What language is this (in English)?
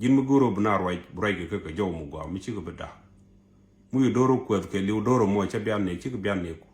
Nuer